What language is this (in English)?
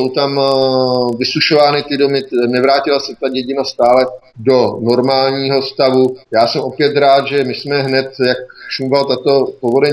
Czech